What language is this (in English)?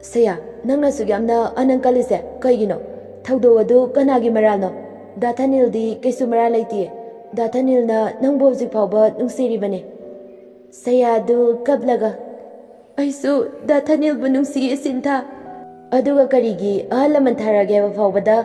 Manipuri